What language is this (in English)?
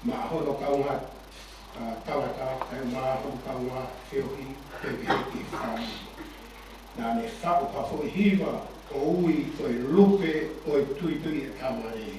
Tongan